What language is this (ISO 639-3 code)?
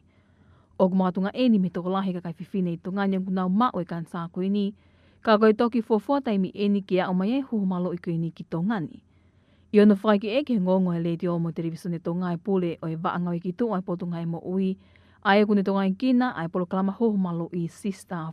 ton